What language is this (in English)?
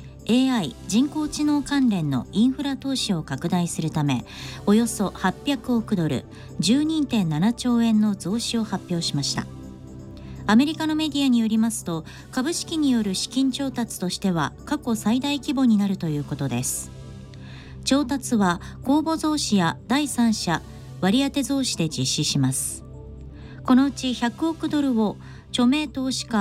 Japanese